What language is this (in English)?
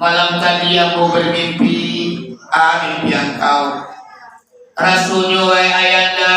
Minangkabau